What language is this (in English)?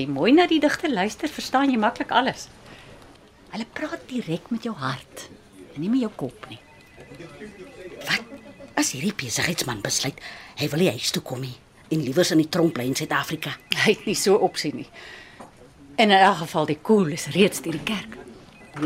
Afrikaans